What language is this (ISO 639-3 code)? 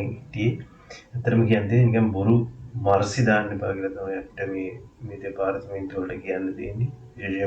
sin